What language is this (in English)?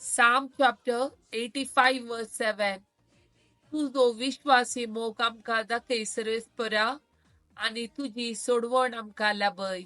Konkani